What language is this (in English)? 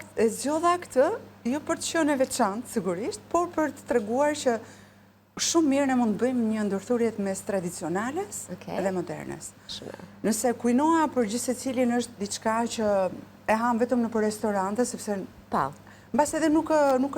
Albanian